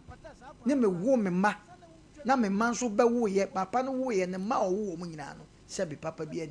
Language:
Akan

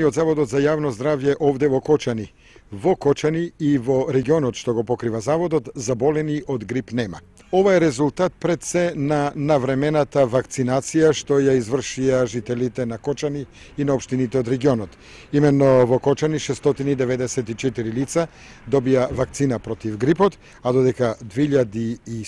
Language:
Macedonian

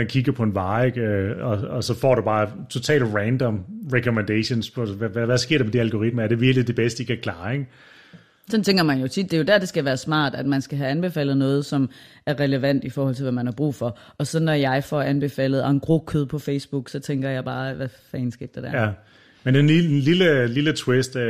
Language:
Danish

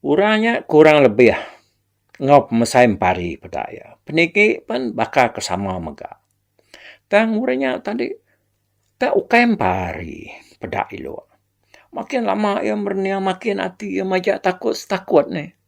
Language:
Iban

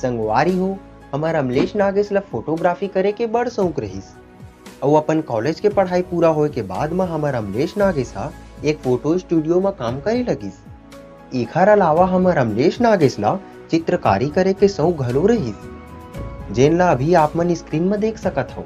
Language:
Chhattisgarhi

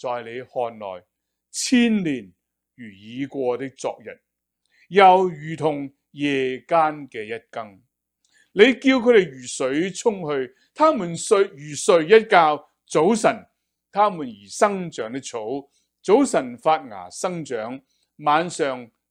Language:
Cantonese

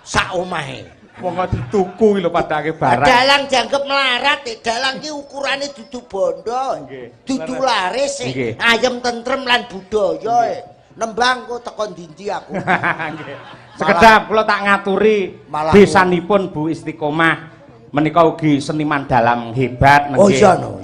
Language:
Javanese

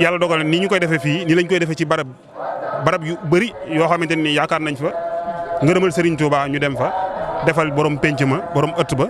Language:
Wolof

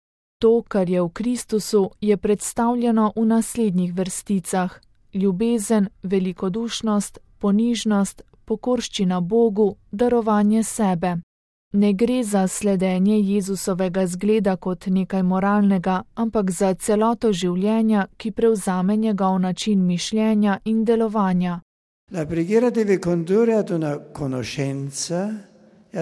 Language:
Slovenian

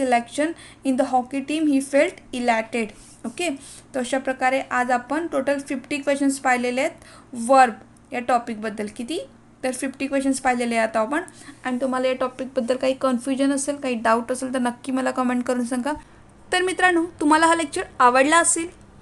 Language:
Marathi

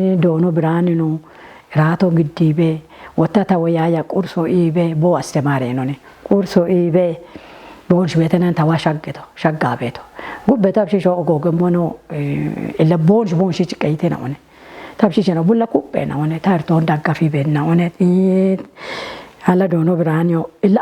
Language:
Kafa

